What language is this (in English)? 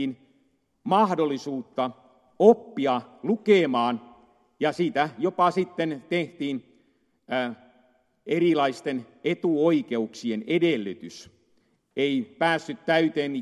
Finnish